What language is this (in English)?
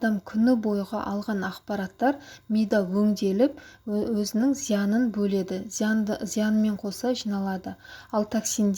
Kazakh